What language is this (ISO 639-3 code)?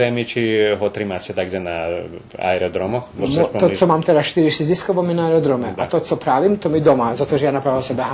rue